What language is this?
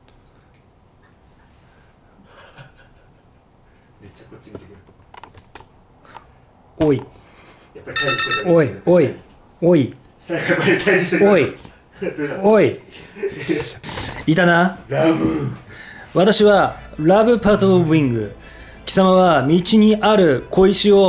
Japanese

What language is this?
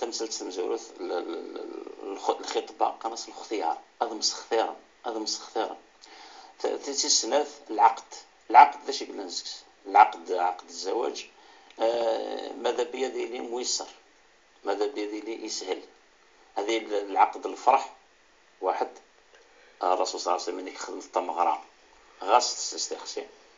Kabyle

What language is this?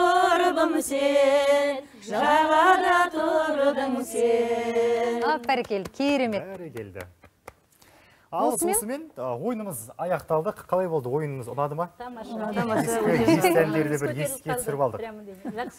Kazakh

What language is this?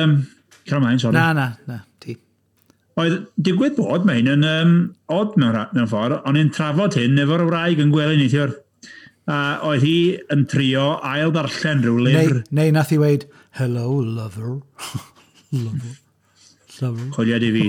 Welsh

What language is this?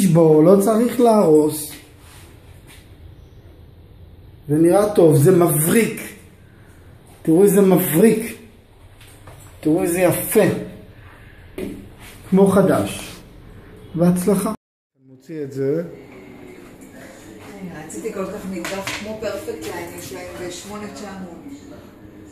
Hebrew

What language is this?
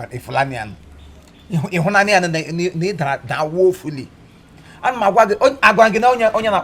Igbo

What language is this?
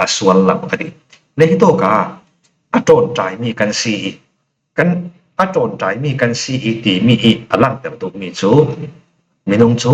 Falam Chin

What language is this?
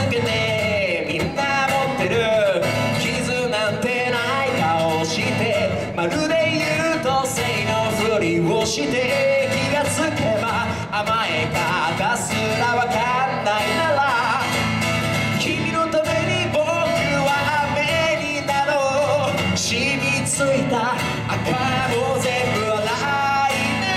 Japanese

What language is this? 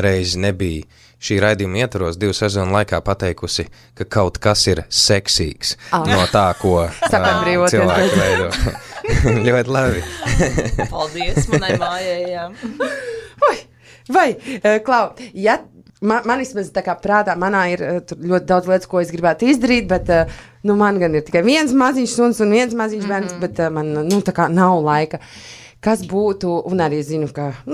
Latvian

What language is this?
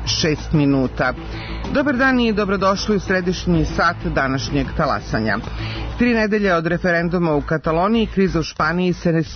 Serbian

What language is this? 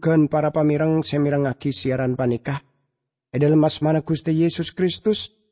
Madurese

